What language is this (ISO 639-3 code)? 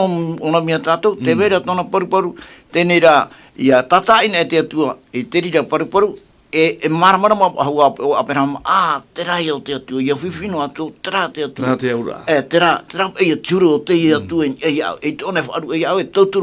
tah